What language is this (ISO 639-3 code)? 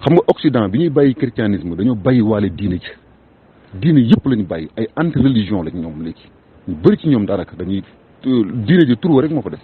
wol